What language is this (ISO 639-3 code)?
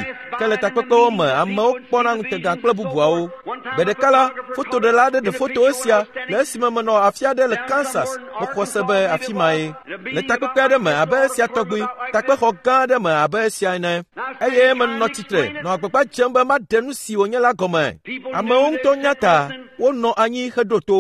ewe